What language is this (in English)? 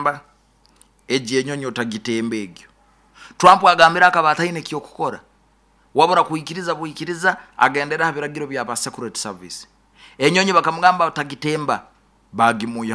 Nyoro